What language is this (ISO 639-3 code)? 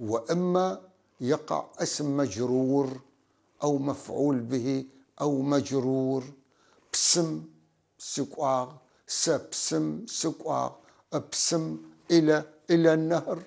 apc